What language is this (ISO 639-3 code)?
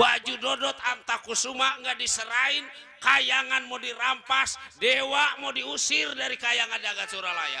bew